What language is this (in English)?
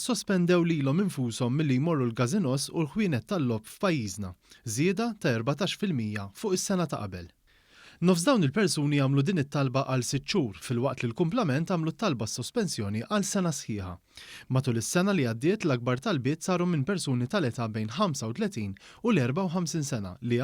Maltese